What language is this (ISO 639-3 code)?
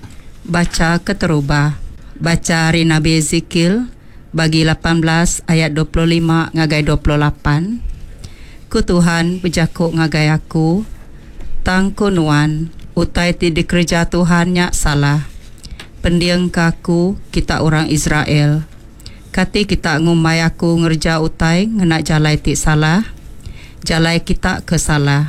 iba